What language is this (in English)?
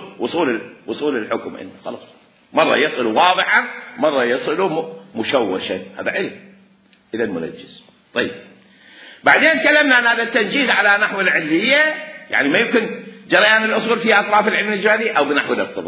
Mesopotamian Arabic